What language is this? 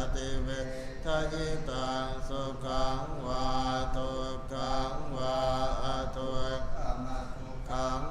Pali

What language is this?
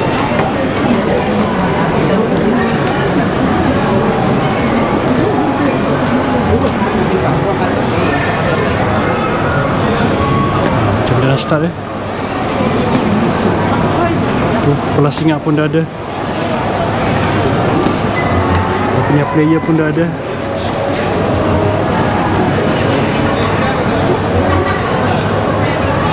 Malay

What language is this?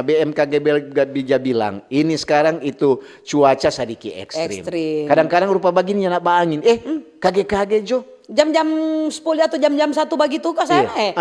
Manado Malay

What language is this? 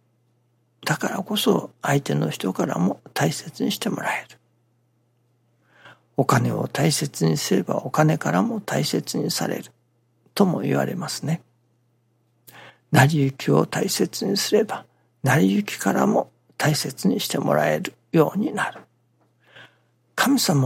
Japanese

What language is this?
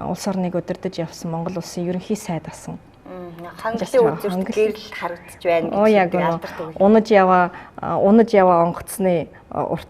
Mongolian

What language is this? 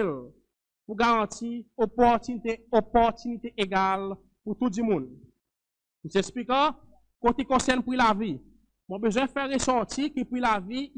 Seselwa Creole French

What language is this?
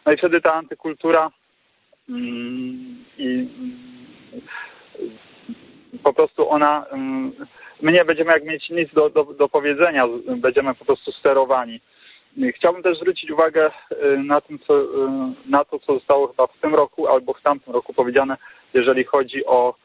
Polish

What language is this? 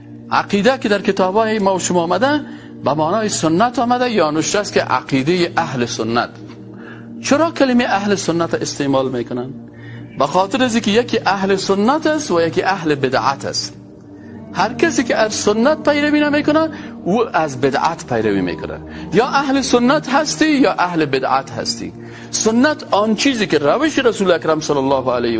Persian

